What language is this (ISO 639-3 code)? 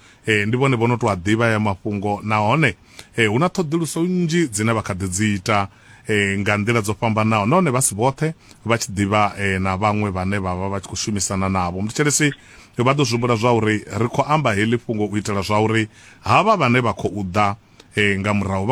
ven